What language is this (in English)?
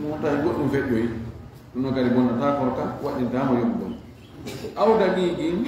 Fula